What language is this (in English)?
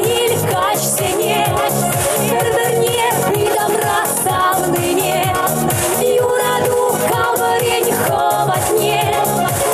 Chuvash